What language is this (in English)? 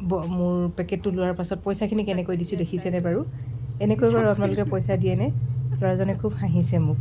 Assamese